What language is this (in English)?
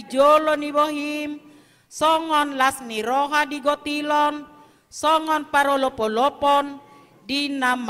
Batak Toba